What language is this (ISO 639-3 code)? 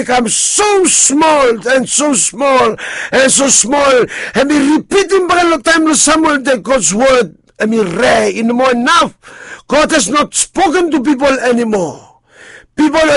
bis